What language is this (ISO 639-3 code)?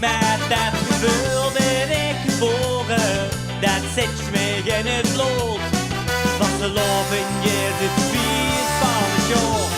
lim